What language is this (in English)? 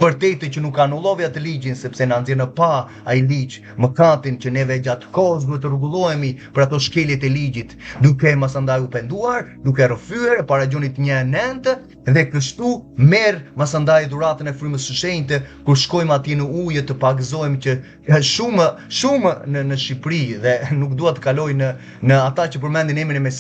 Albanian